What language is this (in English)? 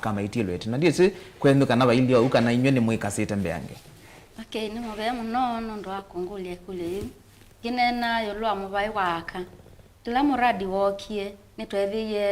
Kamba